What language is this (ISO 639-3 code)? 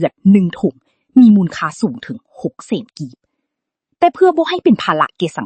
lao